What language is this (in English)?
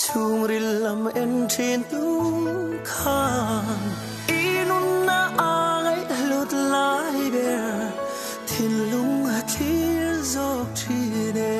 Falam Chin